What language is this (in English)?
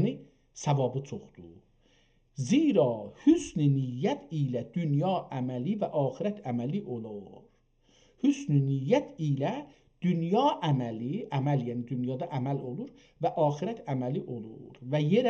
South Azerbaijani